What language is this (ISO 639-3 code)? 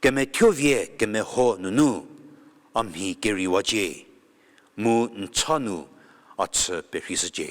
njm